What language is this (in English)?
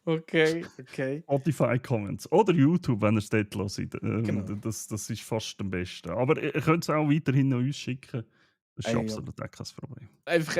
Swiss German